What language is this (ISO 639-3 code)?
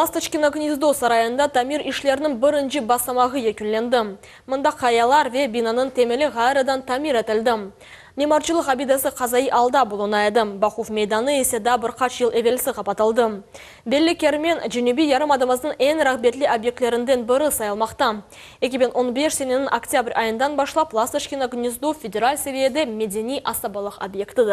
crh